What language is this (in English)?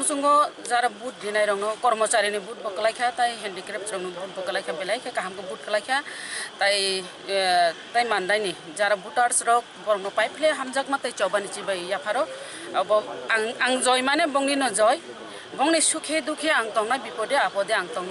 Kok Borok